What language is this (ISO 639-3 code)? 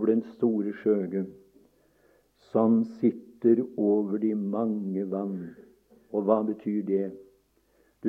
nor